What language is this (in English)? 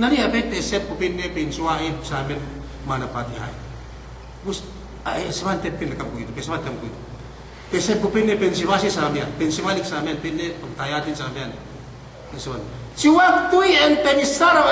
Yakan